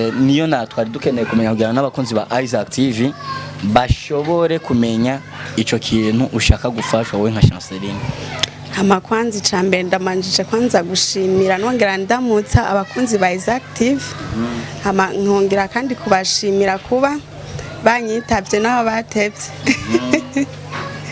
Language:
Rundi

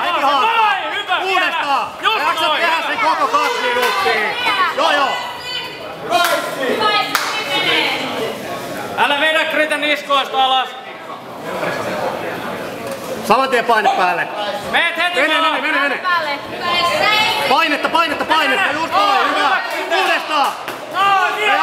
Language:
Finnish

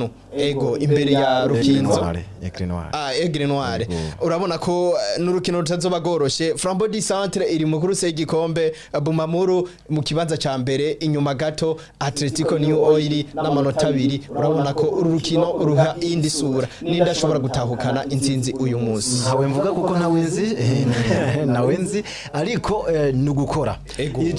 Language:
Rundi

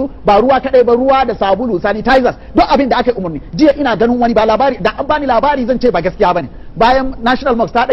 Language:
Hausa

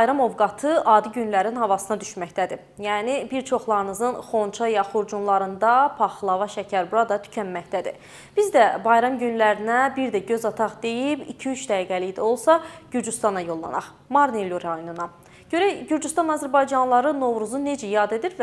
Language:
Azerbaijani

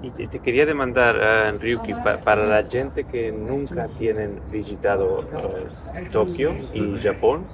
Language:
Ladino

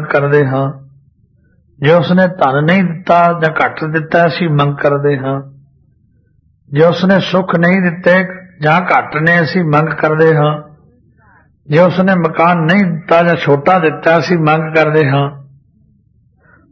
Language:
Punjabi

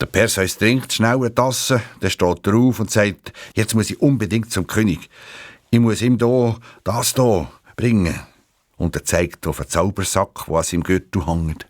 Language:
Swiss German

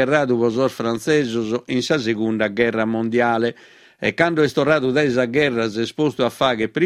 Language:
Sardinian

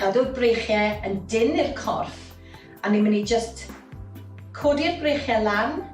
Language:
Welsh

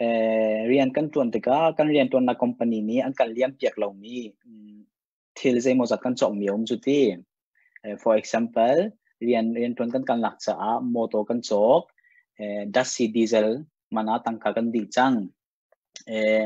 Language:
Hakha Chin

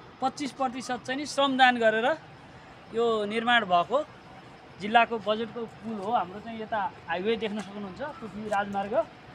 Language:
Nepali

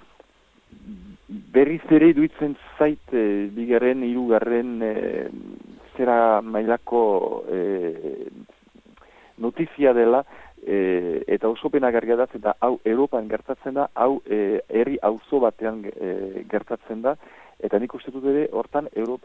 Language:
Basque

